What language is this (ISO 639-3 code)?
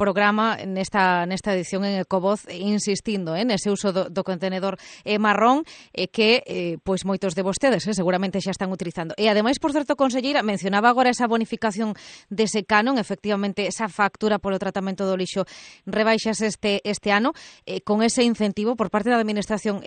glg